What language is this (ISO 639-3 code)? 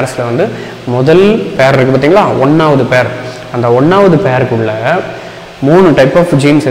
tam